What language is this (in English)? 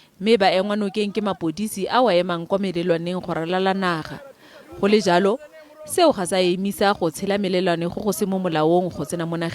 Tswana